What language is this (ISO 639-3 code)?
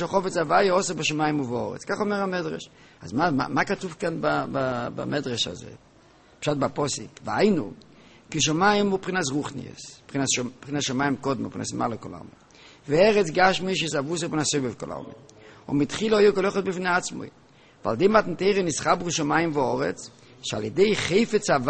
heb